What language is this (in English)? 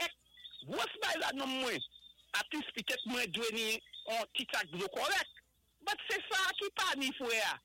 Saint Lucian Creole French